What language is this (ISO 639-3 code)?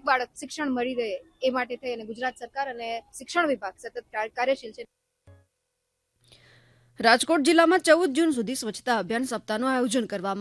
guj